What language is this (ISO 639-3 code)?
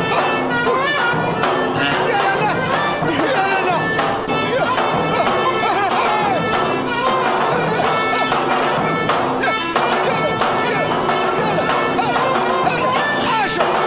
apc